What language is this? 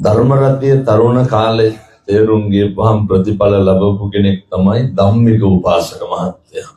Sinhala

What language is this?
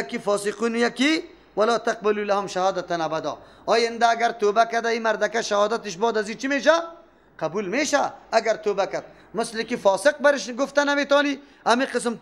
Persian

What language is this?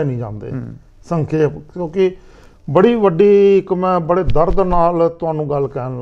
Punjabi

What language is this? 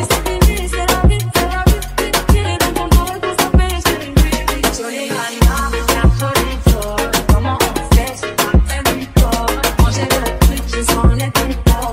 French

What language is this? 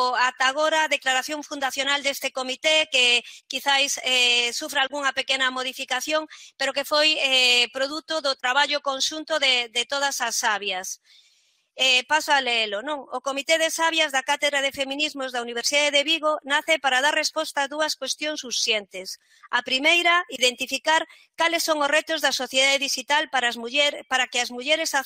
Galician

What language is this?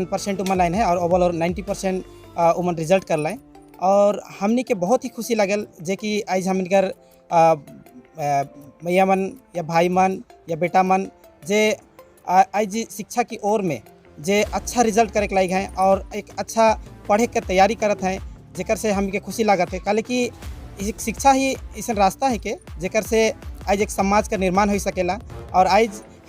Sadri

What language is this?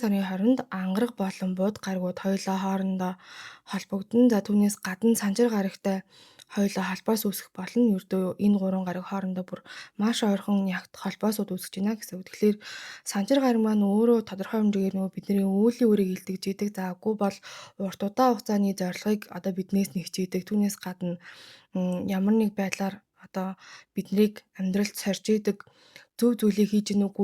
Mongolian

